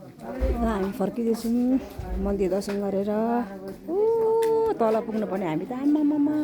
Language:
Nepali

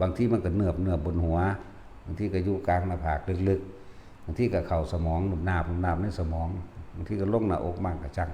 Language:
Northeastern Thai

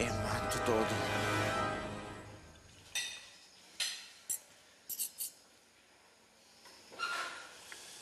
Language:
Filipino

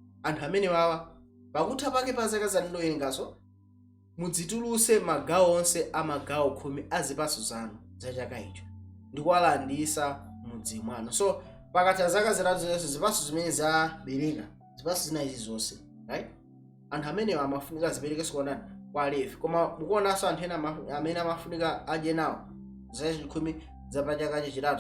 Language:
Nyanja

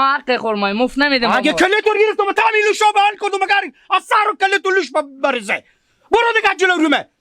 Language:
Persian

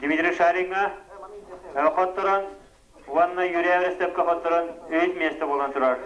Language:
Yakut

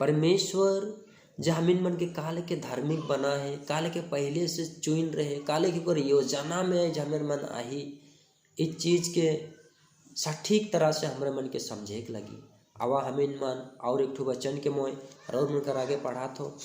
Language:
Sadri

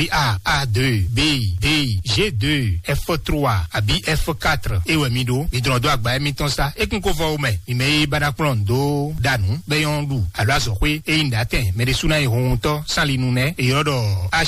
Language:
Fon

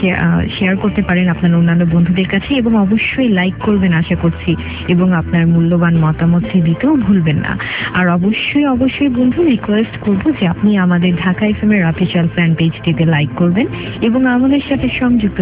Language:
Bangla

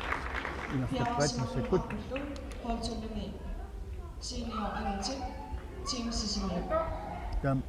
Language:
Kalaallisut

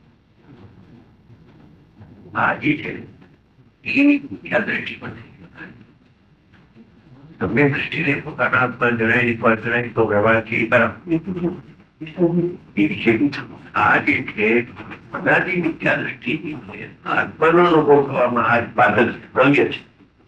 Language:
Gujarati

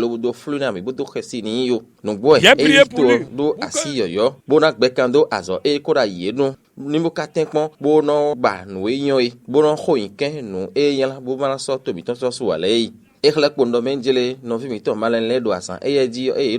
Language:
Fon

